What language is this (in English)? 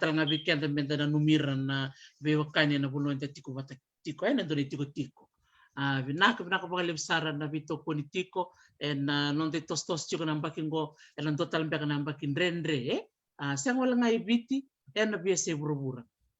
Fijian